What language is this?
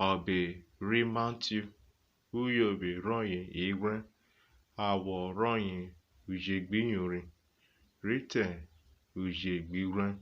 Urhobo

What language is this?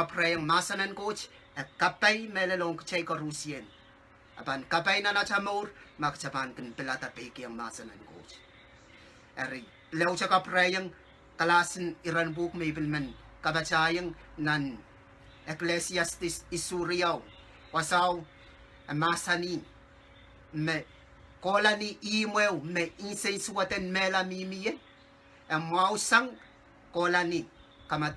Pohnpeian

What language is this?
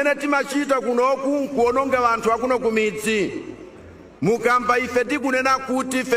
Nyanja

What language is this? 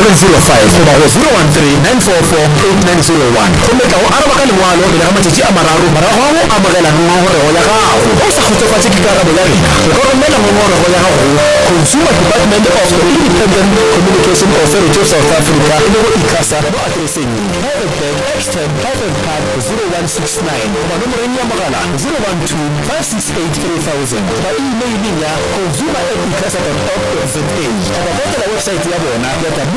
Northern Sotho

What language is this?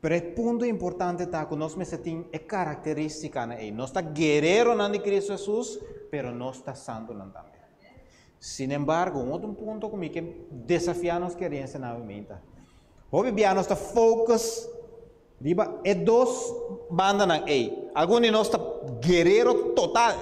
Papiamento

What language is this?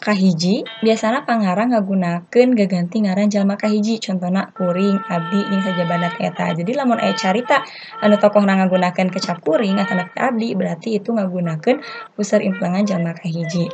Sundanese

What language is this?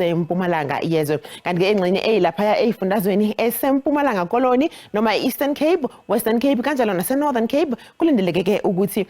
Zulu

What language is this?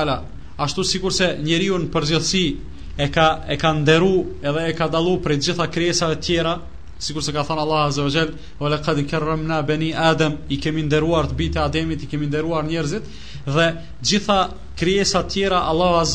Albanian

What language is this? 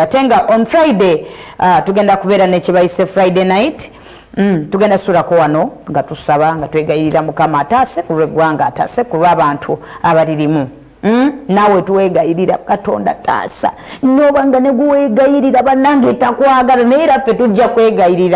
Ganda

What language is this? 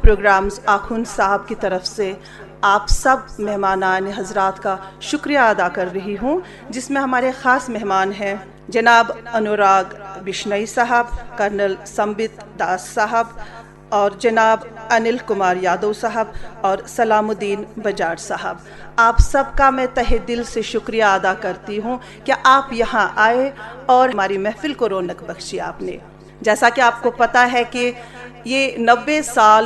Urdu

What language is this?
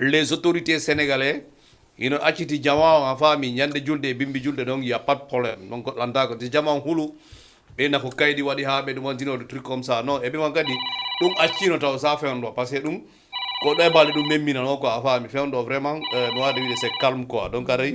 Fula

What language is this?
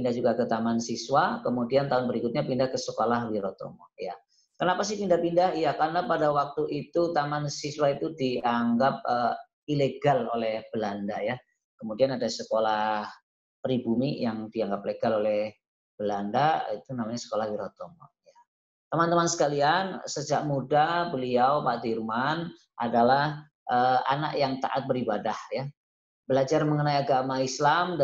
Indonesian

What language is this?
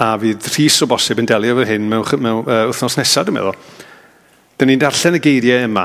Welsh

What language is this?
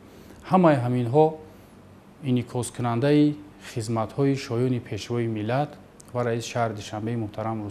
Tajik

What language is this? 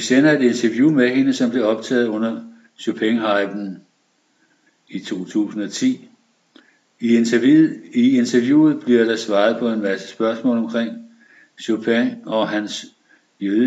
Danish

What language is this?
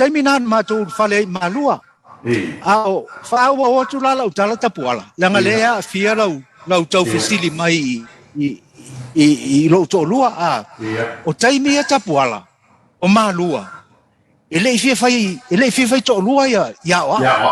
Samoan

